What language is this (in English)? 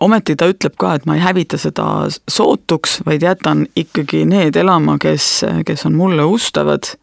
Estonian